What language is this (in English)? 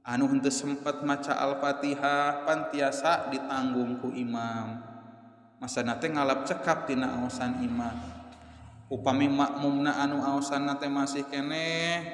Sundanese